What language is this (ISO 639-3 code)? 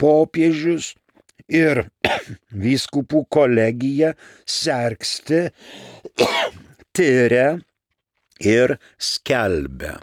lit